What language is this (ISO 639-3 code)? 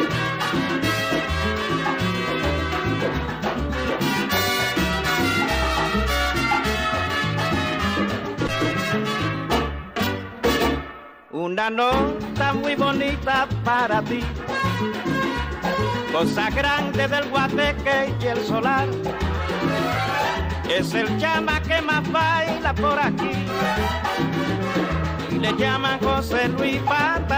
spa